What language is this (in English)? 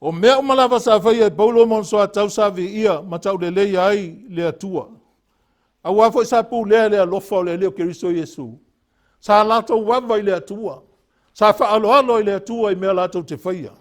Samoan